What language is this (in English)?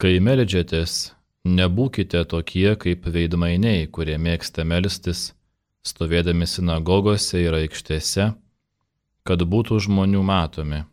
Lithuanian